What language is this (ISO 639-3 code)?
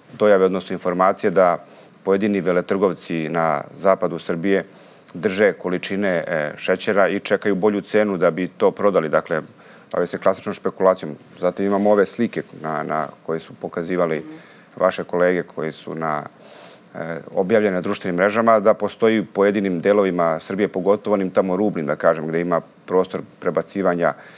srp